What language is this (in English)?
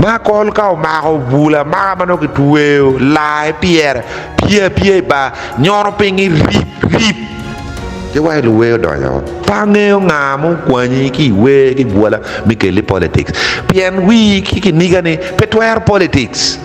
Acoli